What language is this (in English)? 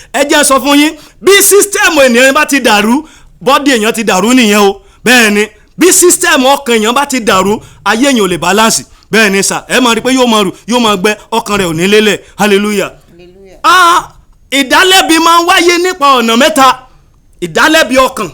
Yoruba